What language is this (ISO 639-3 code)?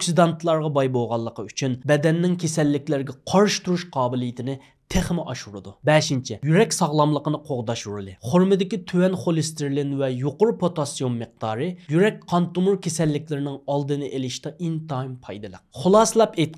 uig